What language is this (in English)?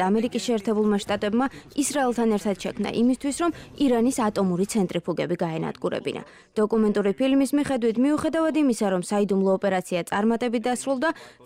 Georgian